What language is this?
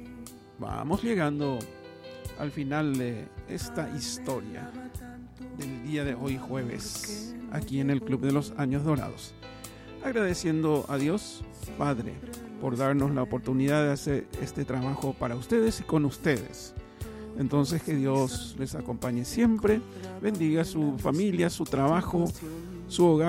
Spanish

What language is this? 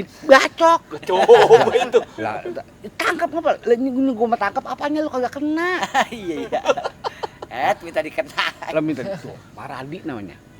Betawi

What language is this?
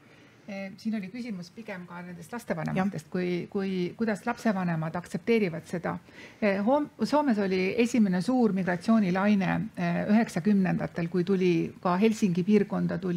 Estonian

